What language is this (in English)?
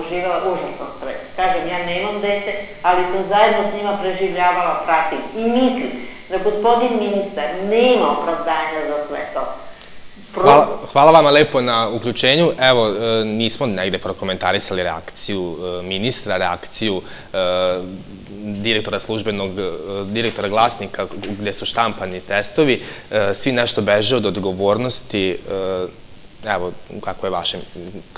Serbian